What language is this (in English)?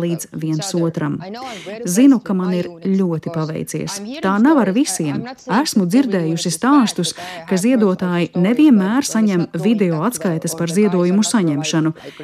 Latvian